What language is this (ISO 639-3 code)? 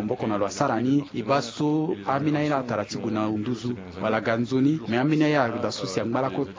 sag